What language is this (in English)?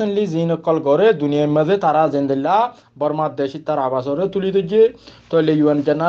Rohingya